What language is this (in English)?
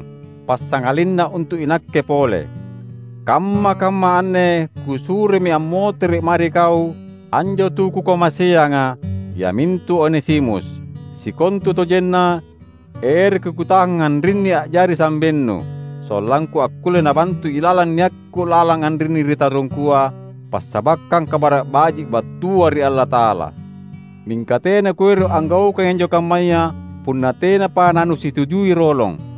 Makasar